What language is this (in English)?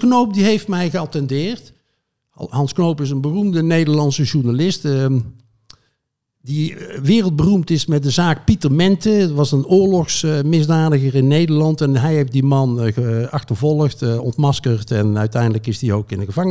Dutch